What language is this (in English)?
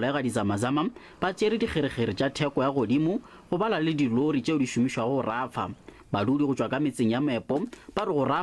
Northern Sotho